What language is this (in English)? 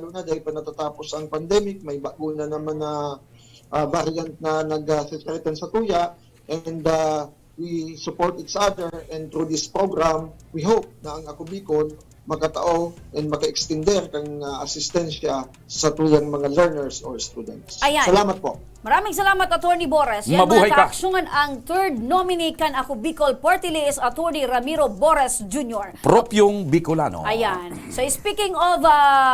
Bikol